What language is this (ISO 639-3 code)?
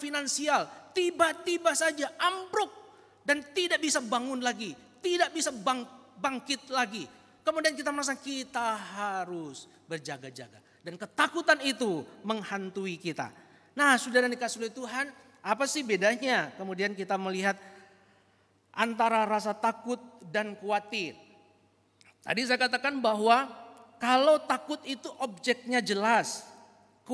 ind